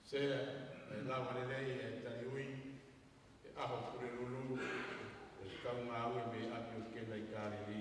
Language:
Tongan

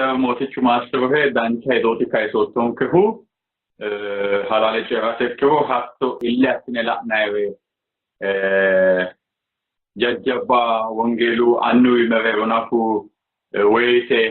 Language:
Sidamo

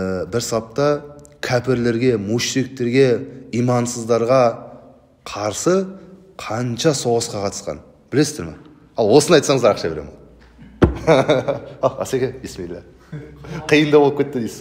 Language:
Kazakh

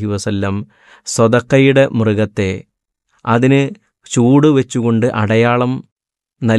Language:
Malayalam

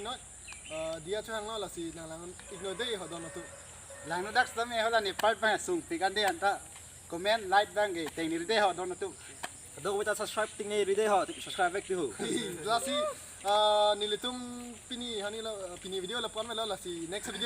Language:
Karbi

